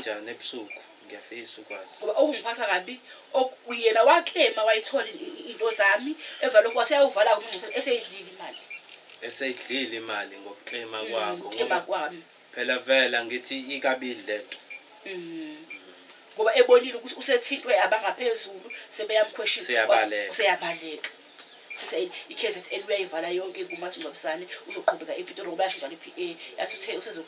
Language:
Zulu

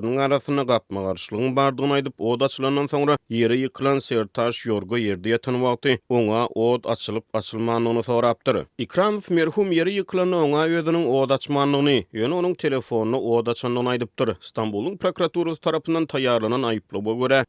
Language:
Turkmen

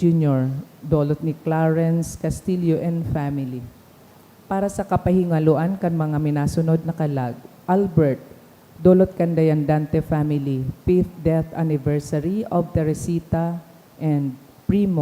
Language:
Bikol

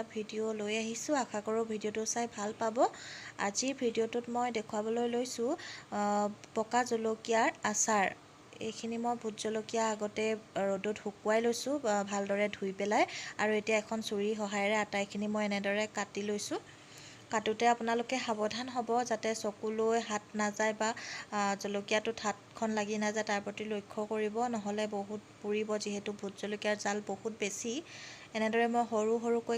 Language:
Assamese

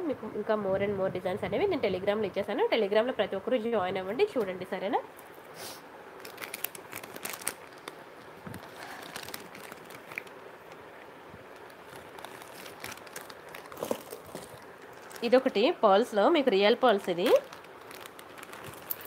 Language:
Telugu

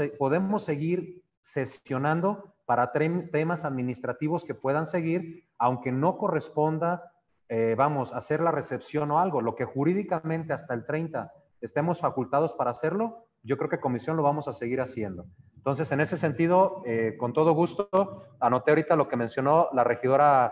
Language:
Spanish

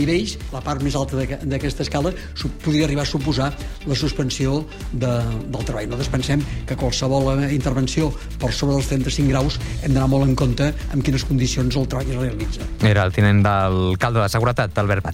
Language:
Catalan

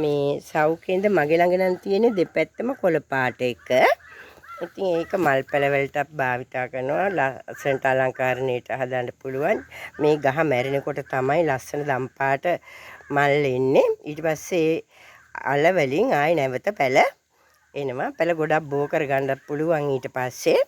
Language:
Sinhala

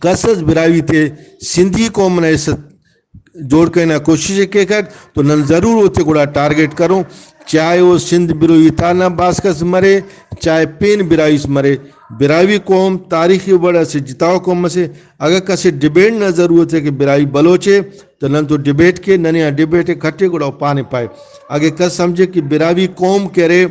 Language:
Brahui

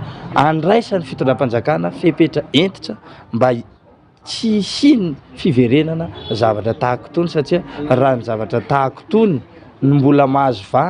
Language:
Malagasy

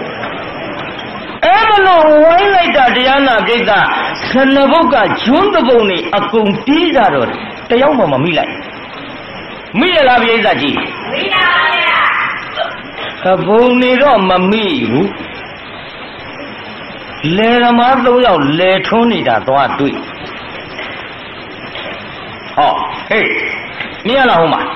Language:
Burmese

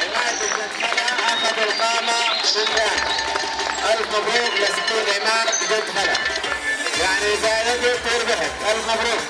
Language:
North Levantine Arabic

